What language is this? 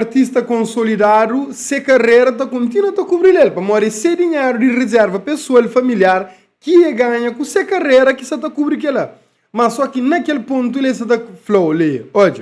Kabuverdianu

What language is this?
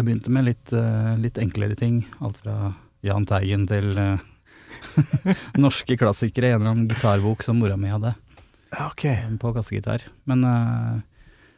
Norwegian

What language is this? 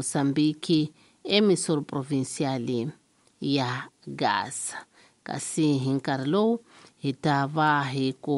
Tsonga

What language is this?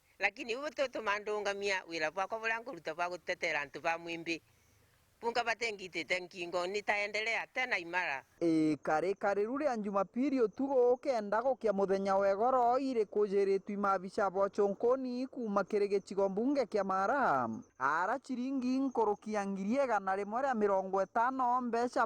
Meru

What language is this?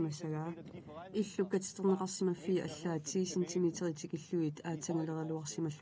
Kalaallisut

